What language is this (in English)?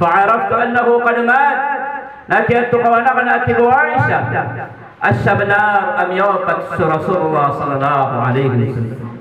Maranao